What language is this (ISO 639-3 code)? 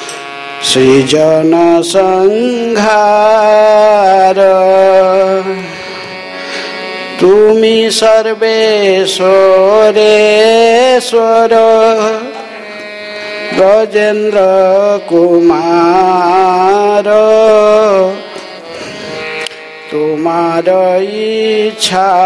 hin